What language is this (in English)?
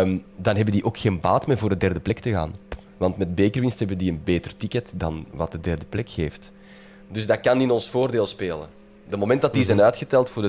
Dutch